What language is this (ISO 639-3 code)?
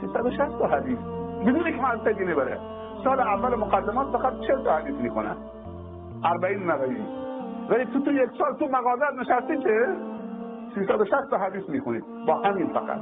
fas